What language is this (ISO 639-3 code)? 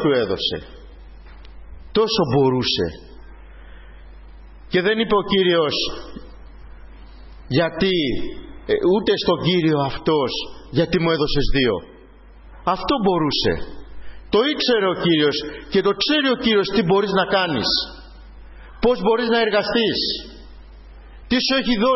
ell